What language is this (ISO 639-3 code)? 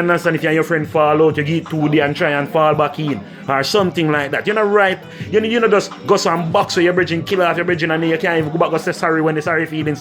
jam